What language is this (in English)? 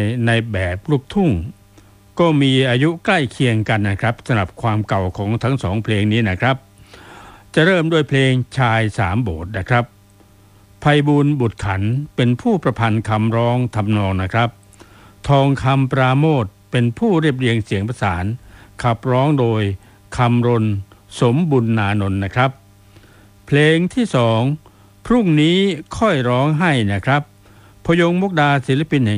Thai